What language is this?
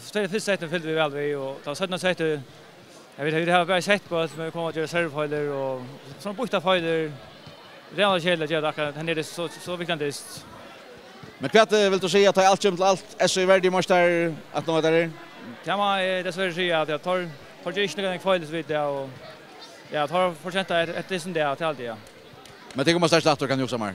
Faroese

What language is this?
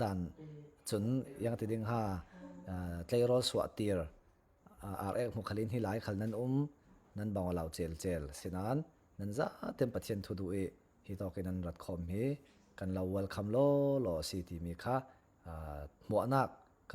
Falam Chin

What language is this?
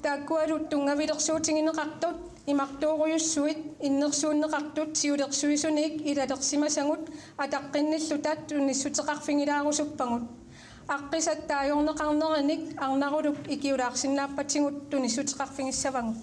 Kalaallisut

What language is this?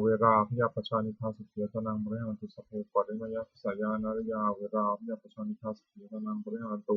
Pali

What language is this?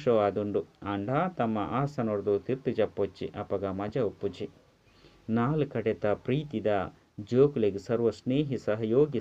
Tulu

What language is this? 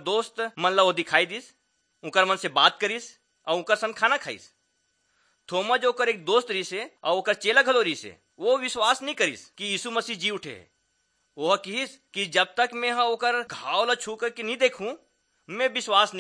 Chhattisgarhi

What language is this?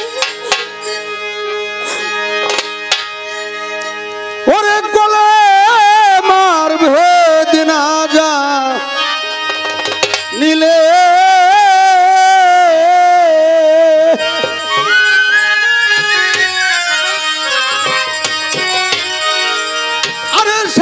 Bangla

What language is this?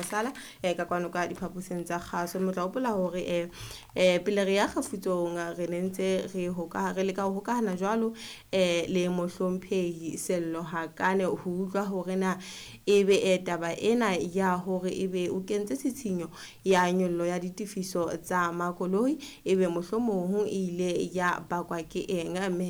Southern Sotho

